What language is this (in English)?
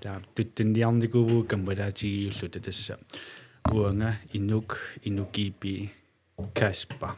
Kalaallisut